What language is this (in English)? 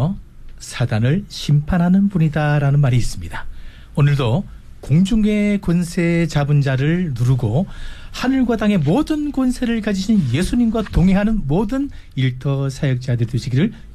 Korean